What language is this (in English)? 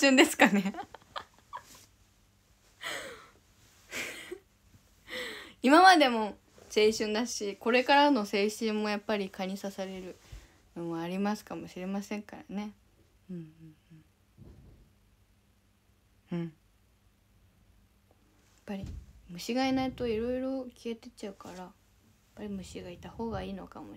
Japanese